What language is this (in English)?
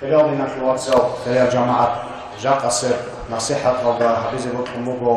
Avaric